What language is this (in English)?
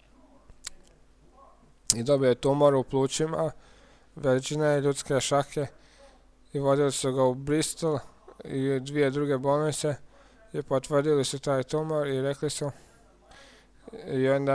Croatian